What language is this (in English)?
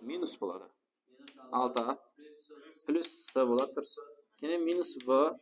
Kara-Kalpak